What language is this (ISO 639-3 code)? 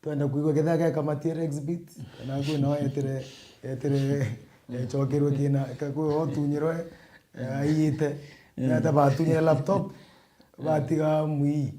mer